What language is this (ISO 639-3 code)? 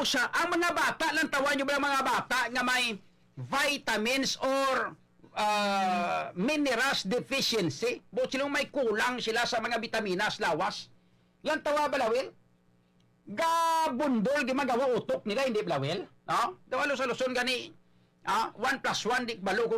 hil